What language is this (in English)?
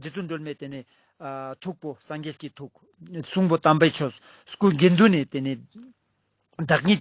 Ladakhi